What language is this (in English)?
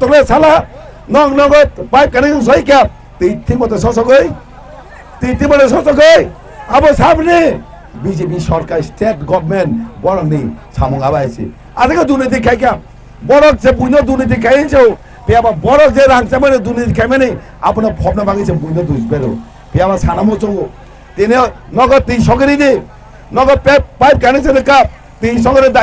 Kok Borok